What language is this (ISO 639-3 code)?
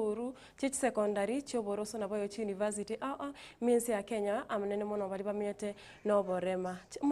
guz